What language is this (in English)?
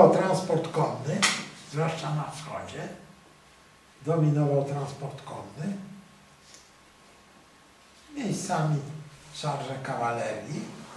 Polish